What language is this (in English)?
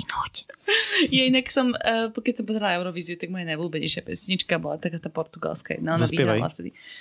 Slovak